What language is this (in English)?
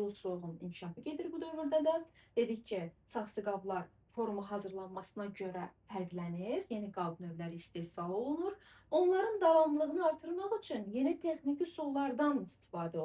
Azerbaijani